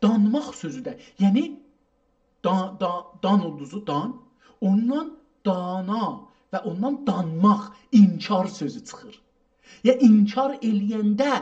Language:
South Azerbaijani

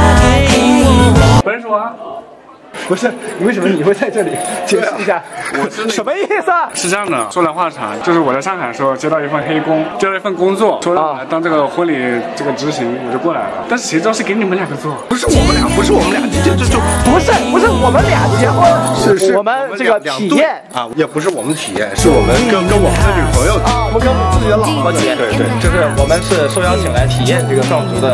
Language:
Chinese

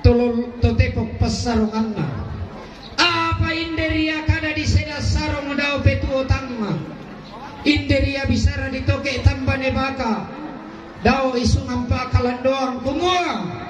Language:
Toraja-Sa'dan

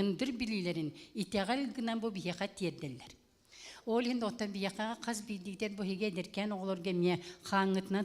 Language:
Yakut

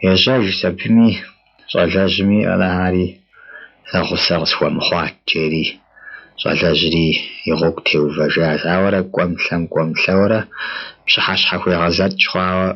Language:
Kabardian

